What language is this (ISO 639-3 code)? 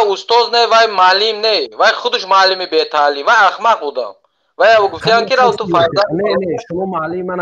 tgk